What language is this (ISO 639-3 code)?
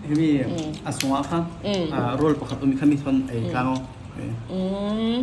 cfm